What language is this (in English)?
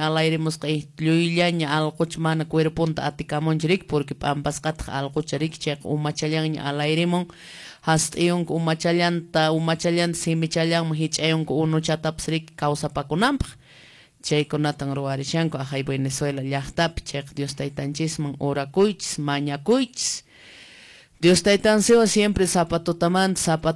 Quechua